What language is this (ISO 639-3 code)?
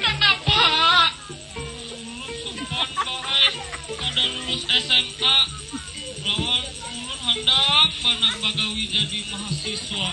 bjn